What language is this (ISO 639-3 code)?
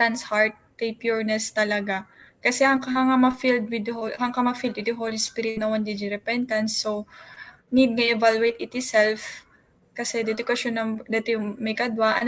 ilo